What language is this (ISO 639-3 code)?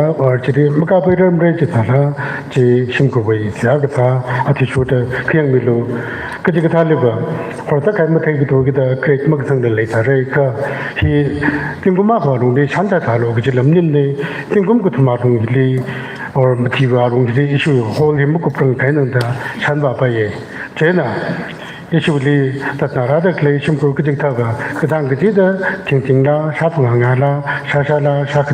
nmf